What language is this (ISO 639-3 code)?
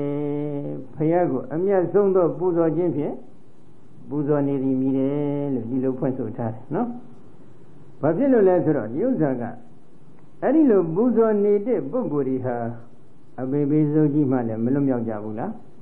mya